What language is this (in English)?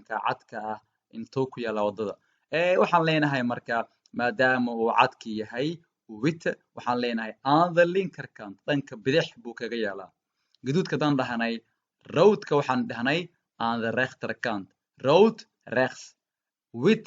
Somali